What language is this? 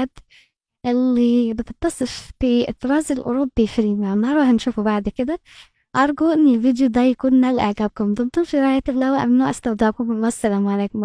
Egyptian Arabic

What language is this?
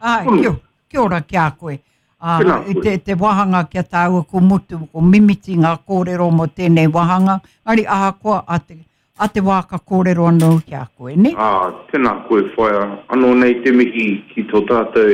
Māori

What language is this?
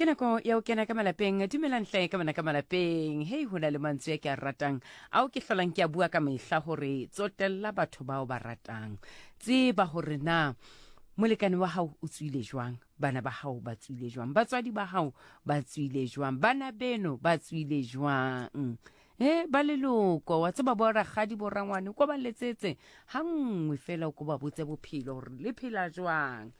Southern Sotho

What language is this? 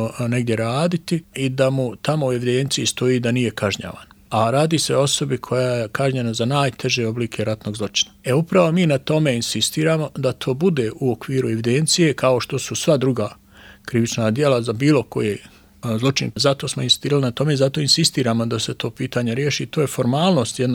Bosnian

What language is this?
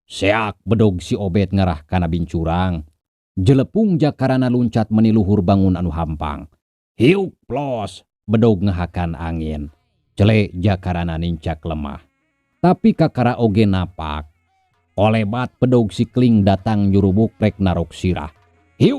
Sundanese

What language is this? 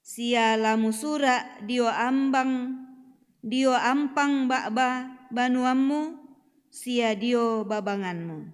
Toraja-Sa'dan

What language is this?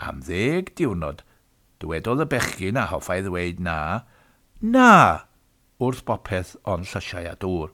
Welsh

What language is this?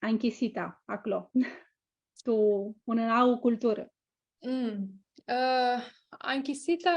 Aromanian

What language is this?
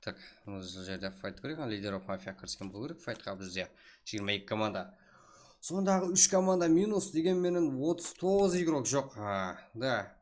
Kara-Kalpak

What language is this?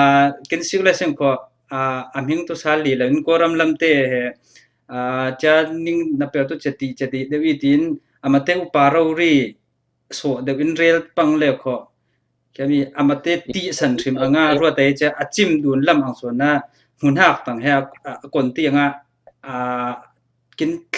Falam Chin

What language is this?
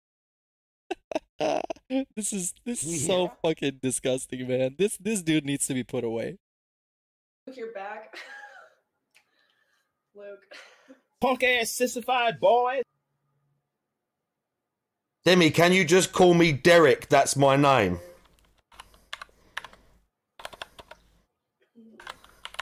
English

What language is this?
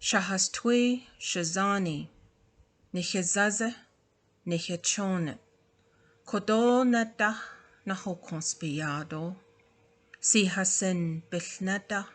Navajo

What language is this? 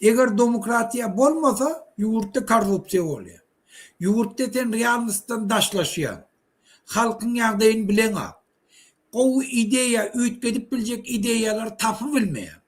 Turkmen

